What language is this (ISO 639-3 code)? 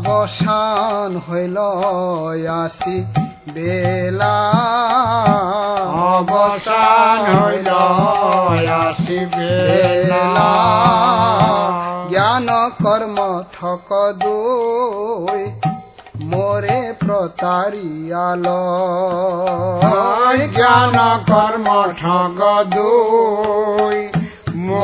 ben